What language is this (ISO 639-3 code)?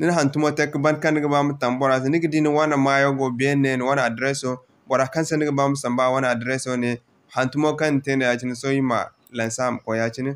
dje